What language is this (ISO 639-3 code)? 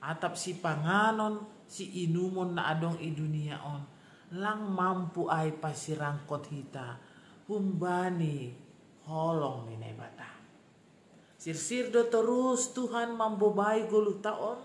bts